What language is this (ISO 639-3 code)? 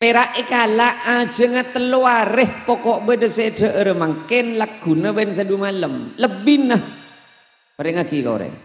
mad